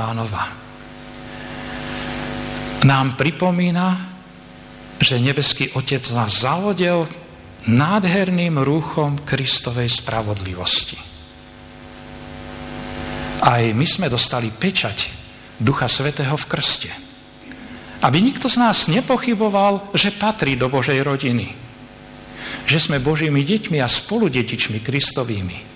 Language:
Slovak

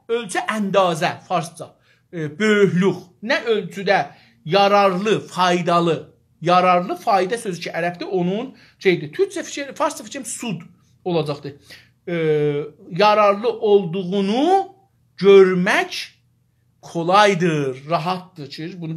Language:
South Azerbaijani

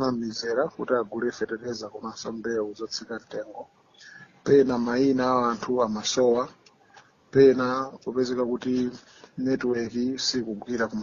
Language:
Nyanja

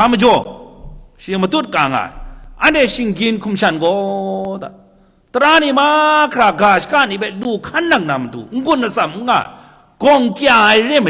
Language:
Kachin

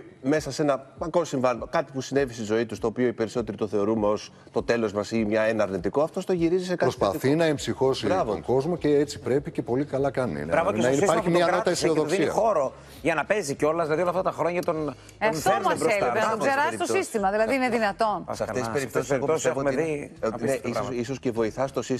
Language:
Greek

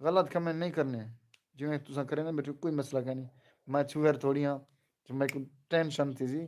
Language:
Saraiki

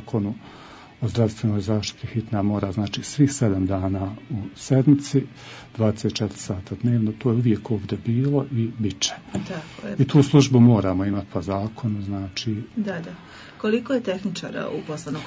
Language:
Bosnian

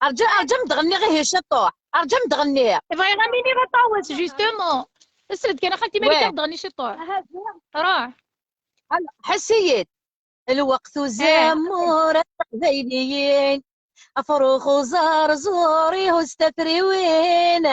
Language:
Kabyle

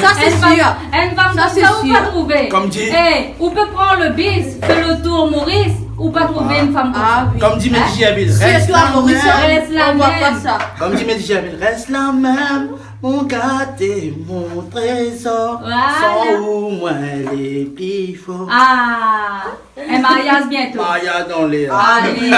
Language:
Réunion Creole French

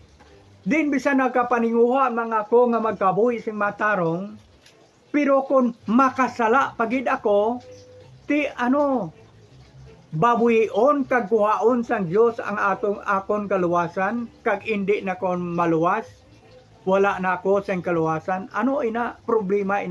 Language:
Hiligaynon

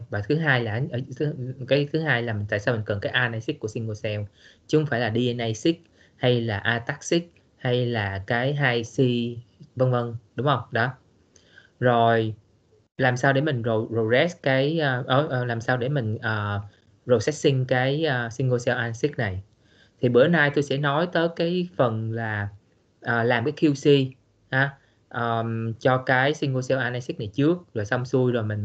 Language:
Vietnamese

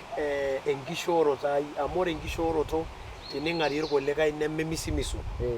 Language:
Masai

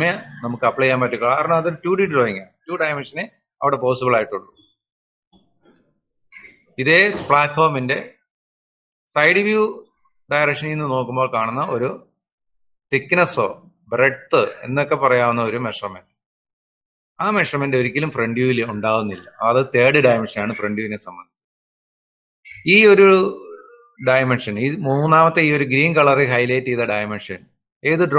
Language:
Malayalam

